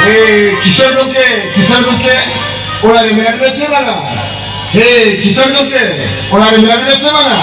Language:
Santali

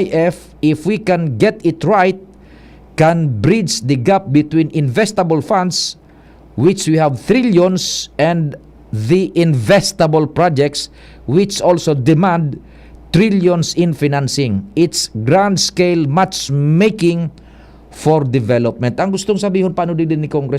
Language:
Bikol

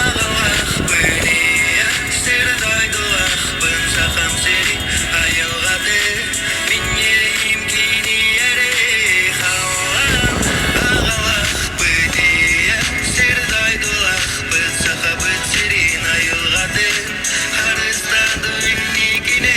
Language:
Yakut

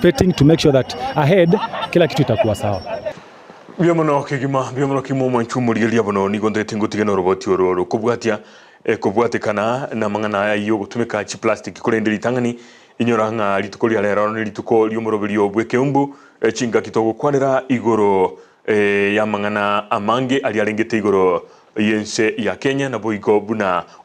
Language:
Gusii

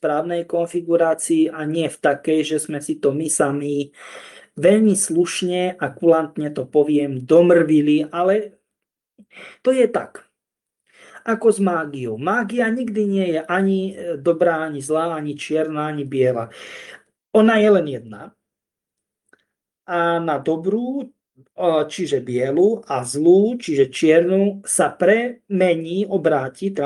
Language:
Slovak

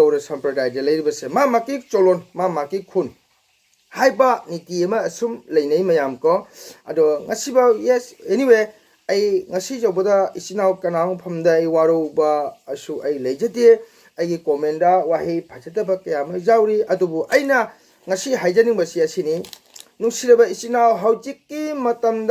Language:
Manipuri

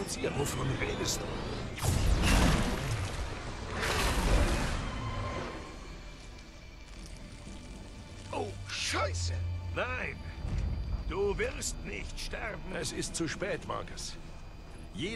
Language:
German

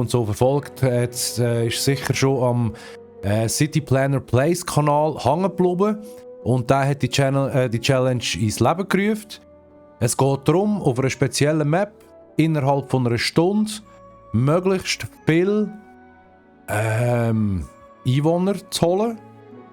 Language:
Swiss German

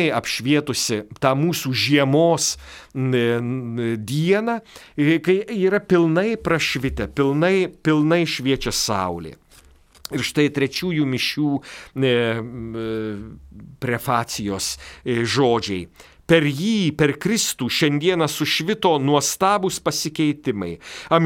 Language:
Lithuanian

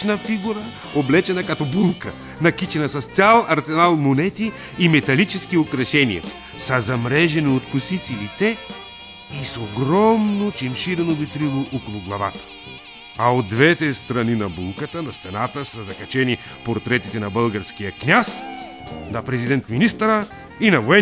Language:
Bulgarian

